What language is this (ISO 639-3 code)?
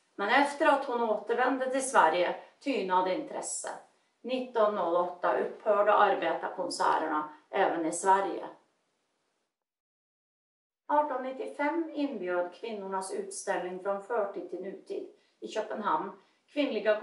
swe